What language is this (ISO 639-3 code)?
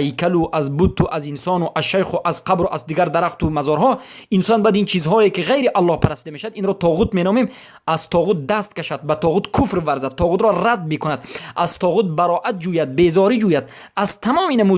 fas